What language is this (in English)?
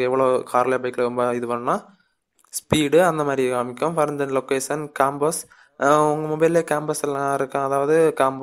Tamil